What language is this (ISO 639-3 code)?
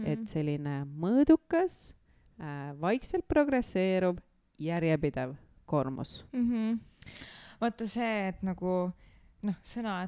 est